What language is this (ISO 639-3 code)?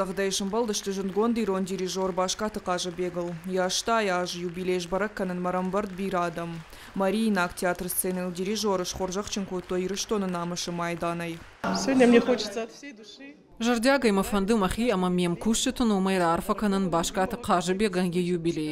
oss